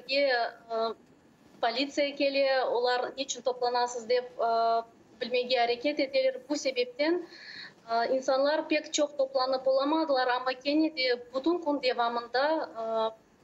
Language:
Crimean Tatar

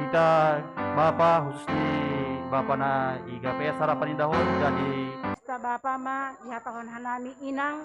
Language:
Batak Simalungun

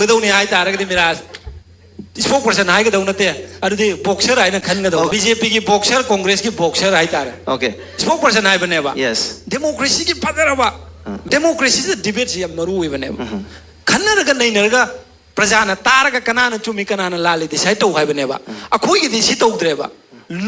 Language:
Manipuri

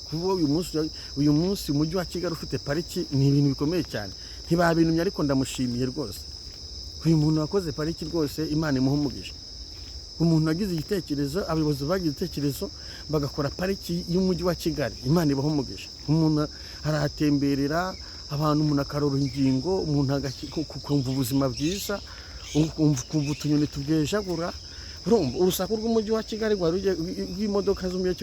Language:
Kinyarwanda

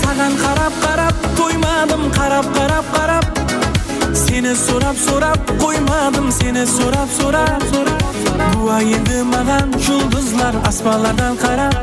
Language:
Kara-Kalpak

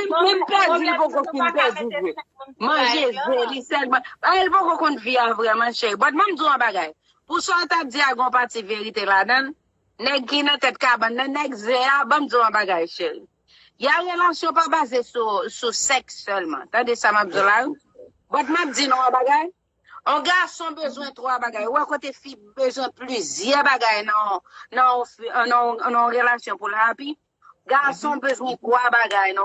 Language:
Haitian Creole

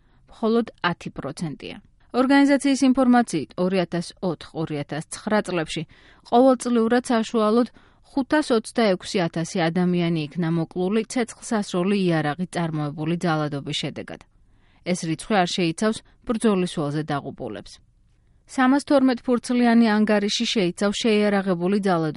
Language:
Georgian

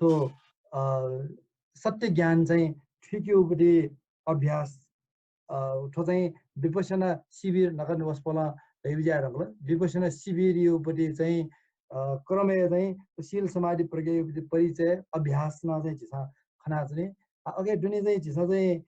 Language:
Newari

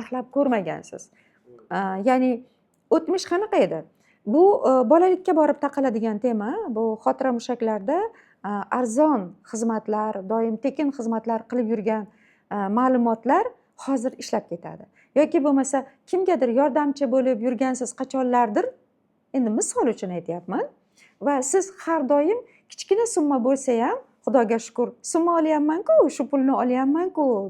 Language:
Uzbek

